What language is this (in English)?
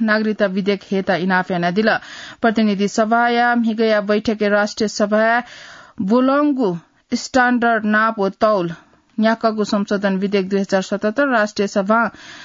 Newari